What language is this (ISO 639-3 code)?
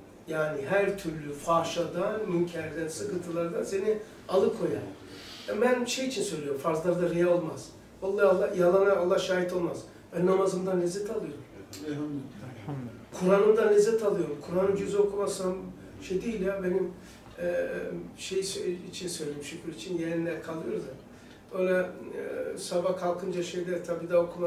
tur